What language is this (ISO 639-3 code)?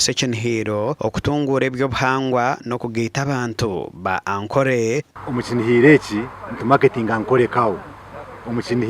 nyn